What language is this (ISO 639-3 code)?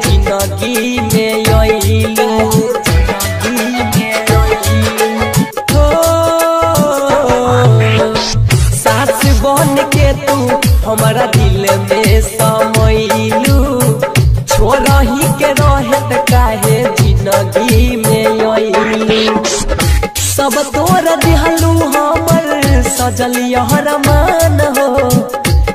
bho